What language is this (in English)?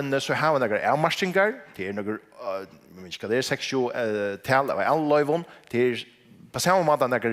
Faroese